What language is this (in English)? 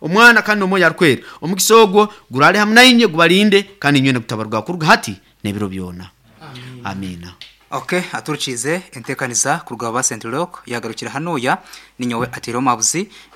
Nyoro